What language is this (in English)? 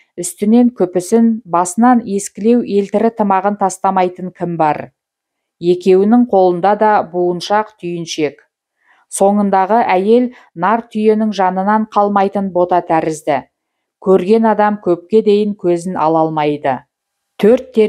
Kazakh